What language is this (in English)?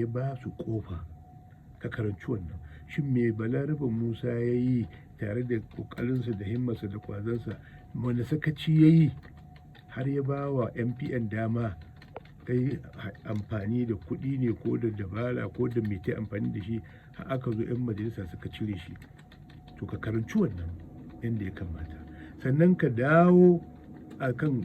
Hausa